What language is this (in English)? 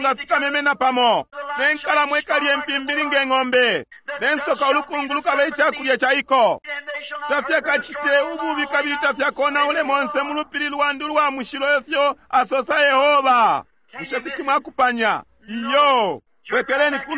Bemba